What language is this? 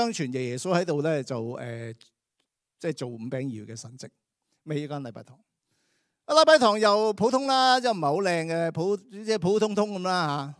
Cantonese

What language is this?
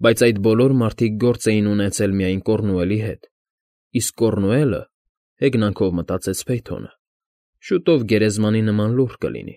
Armenian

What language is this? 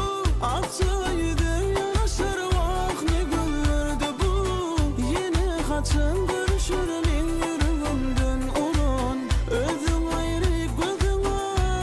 Turkmen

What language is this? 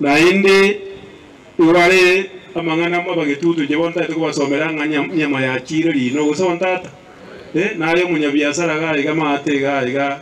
Gusii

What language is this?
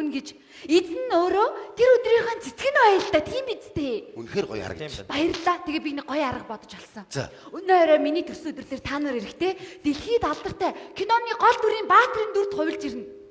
Mongolian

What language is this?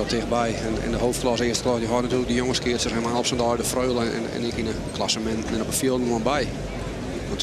Western Frisian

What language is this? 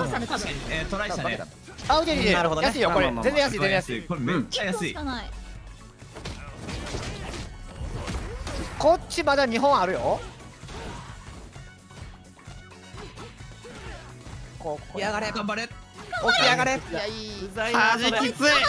Japanese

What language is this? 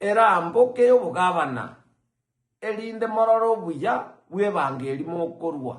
Gusii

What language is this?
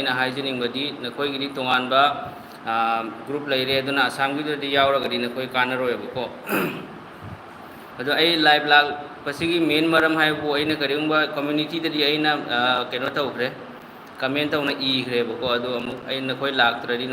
Manipuri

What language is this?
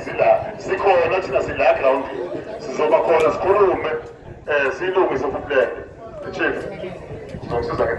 Zulu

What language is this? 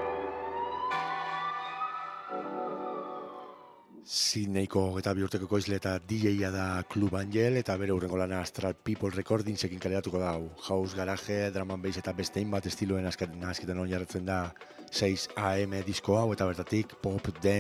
Basque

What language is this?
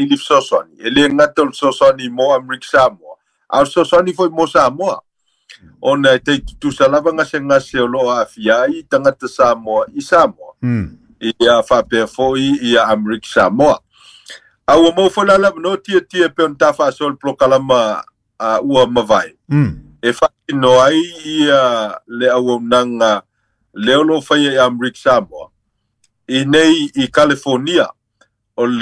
Samoan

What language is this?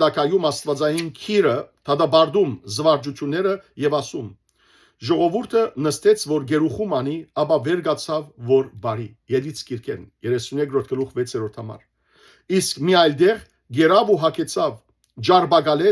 Western Armenian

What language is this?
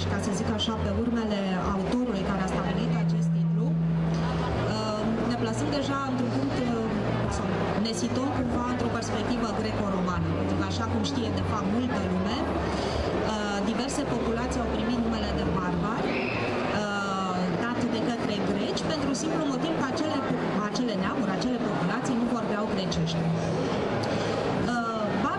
Romanian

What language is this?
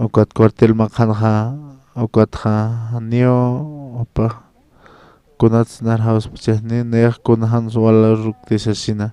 Aymara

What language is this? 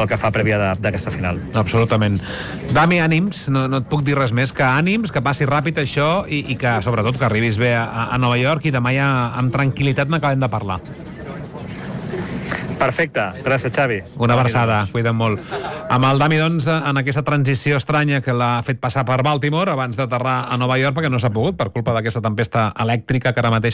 Catalan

